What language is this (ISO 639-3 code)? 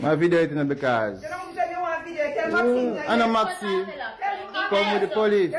jam